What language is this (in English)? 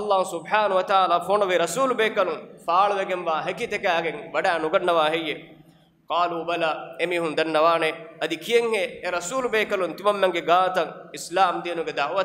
Divehi